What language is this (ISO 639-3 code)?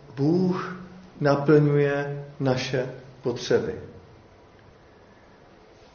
ces